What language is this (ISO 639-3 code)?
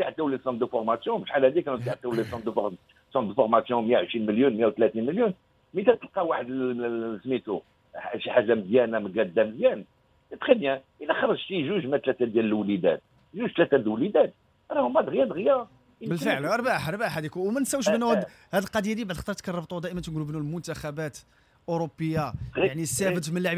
ary